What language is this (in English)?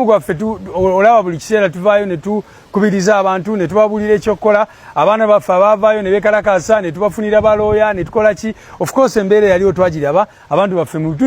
Ganda